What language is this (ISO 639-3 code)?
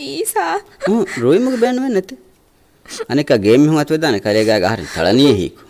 div